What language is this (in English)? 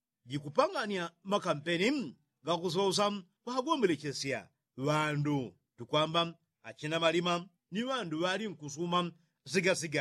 Yao